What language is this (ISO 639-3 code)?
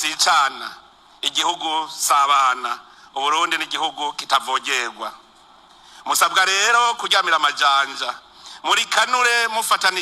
run